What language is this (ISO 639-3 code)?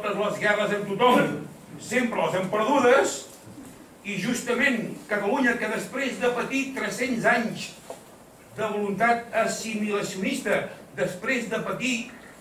cat